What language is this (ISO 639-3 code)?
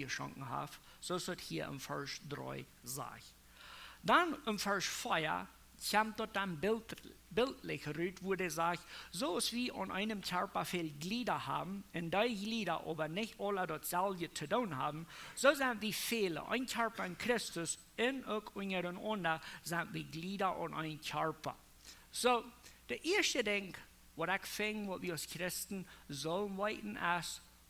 pdt